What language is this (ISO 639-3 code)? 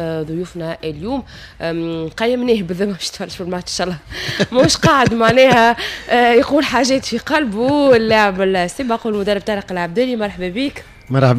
aeb